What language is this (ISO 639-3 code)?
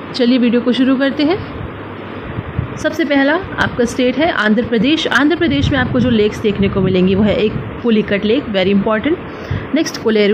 hin